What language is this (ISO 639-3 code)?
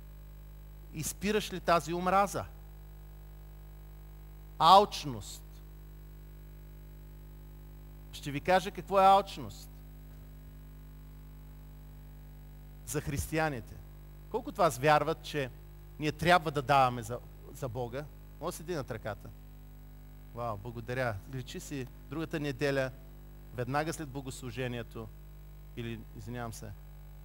bul